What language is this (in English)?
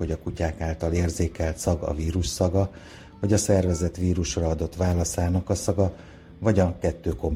Hungarian